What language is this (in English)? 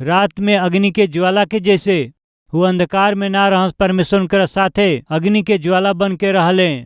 Bhojpuri